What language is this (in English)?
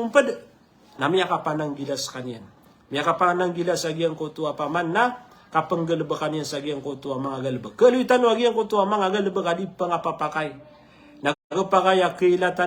Maranao